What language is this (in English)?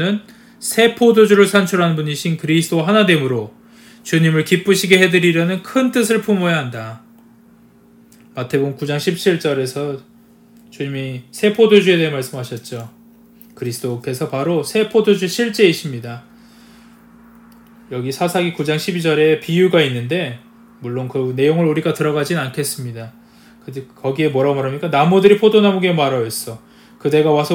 Korean